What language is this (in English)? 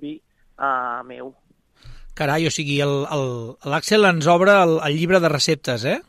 Catalan